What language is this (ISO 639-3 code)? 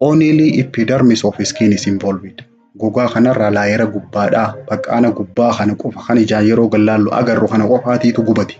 orm